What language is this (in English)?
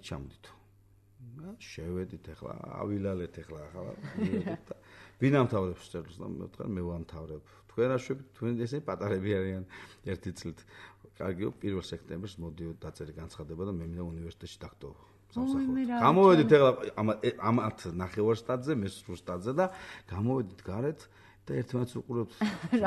Georgian